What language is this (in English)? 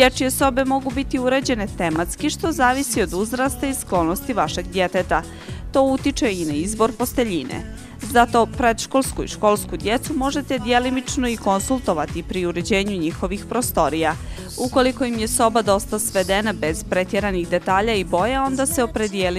Bosnian